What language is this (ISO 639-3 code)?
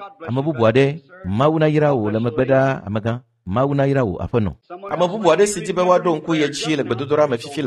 ewe